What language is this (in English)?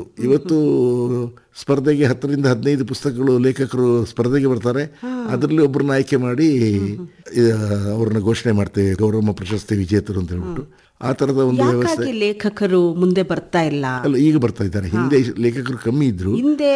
Kannada